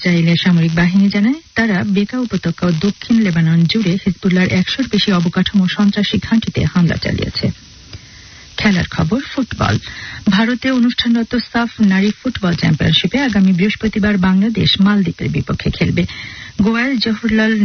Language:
Bangla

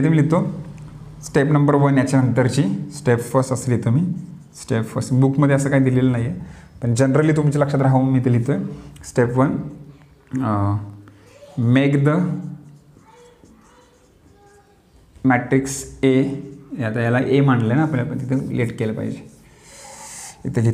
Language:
Marathi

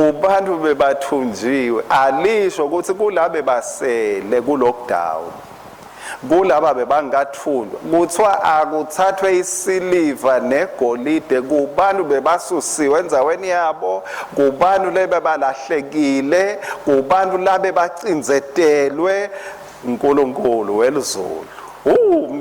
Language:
Swati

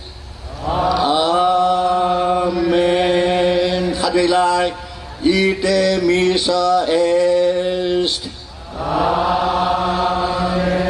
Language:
Tedim Chin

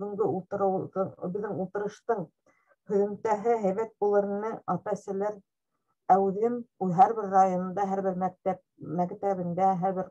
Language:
Bashkir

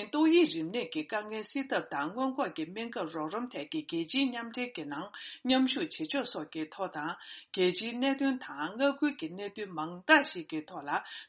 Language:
Tibetan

